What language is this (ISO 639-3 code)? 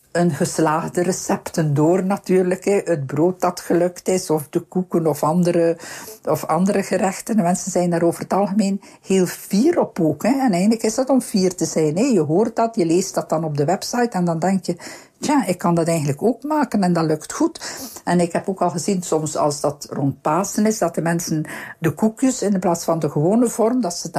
nld